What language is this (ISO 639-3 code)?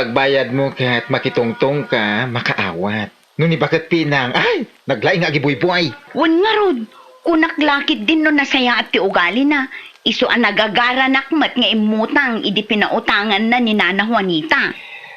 ilo